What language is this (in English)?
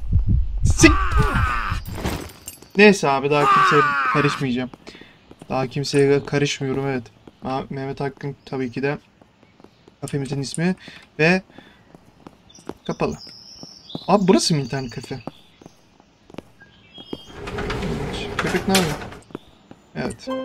Turkish